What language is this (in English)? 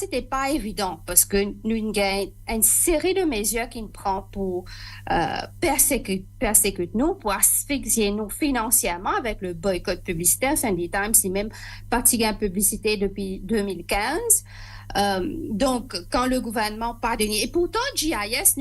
Morisyen